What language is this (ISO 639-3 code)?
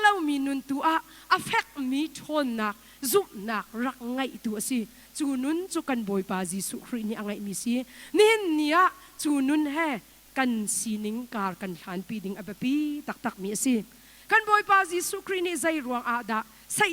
cnh